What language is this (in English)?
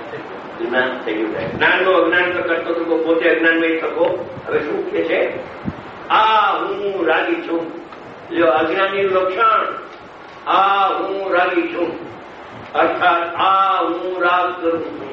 Gujarati